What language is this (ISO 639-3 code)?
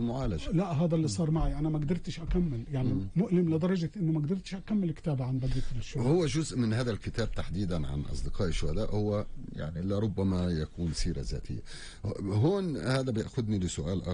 apc